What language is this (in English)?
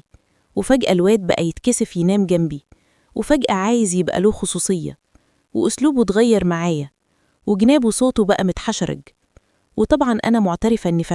Egyptian Arabic